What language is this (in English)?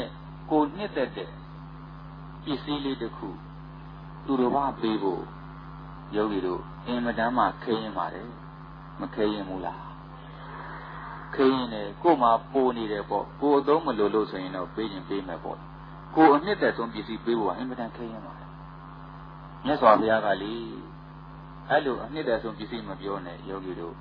Burmese